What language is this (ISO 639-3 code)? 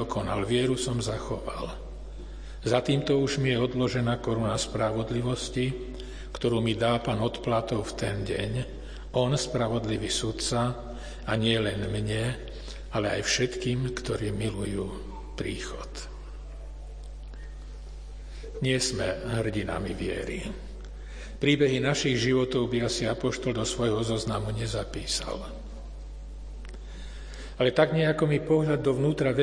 slk